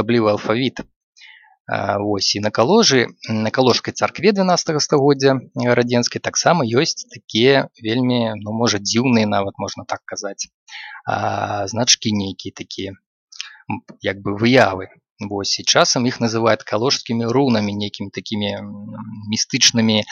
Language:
Belarusian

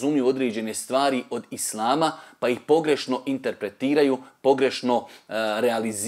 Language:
Bosnian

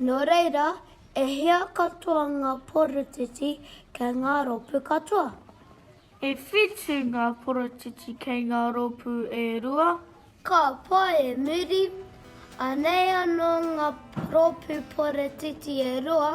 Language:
Māori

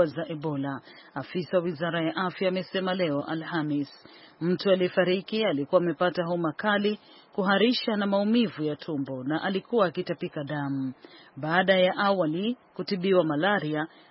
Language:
Swahili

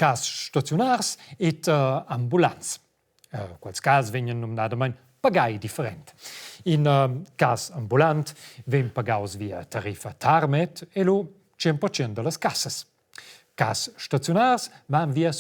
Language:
Romansh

